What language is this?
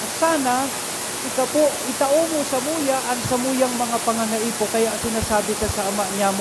Bikol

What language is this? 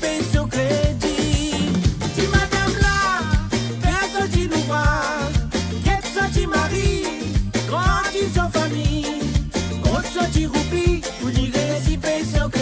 Morisyen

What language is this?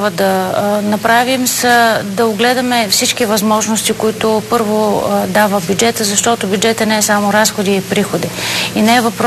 Bulgarian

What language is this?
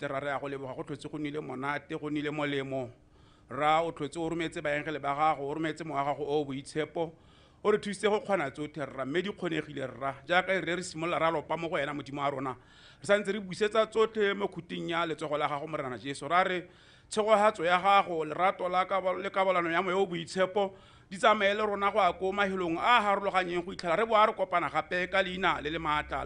Tswana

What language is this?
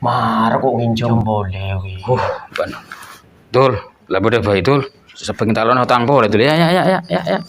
Madurese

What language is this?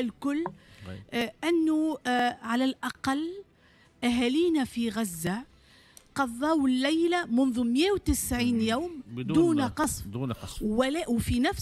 Tunisian Arabic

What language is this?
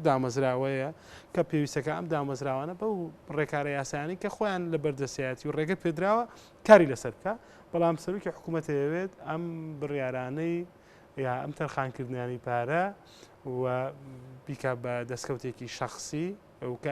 Central Kurdish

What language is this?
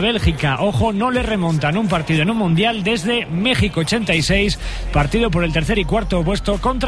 Spanish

